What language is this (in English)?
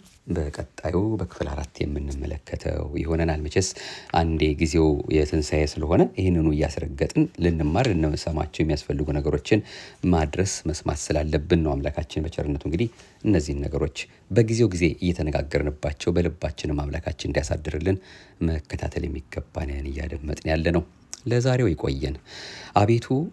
Amharic